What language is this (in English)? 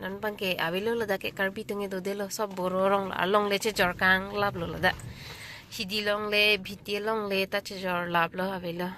Karbi